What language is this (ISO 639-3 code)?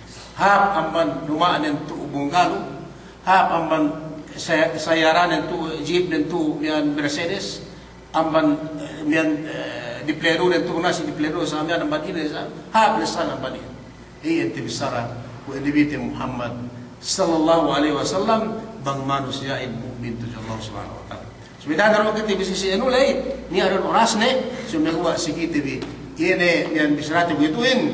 yka